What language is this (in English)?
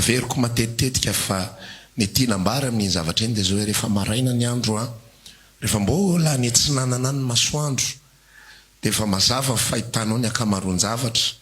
Malagasy